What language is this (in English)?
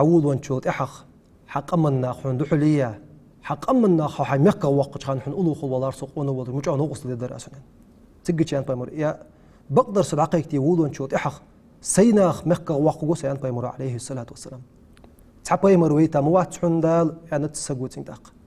Ingush